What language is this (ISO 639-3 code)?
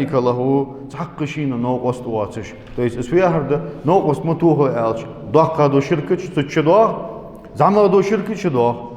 inh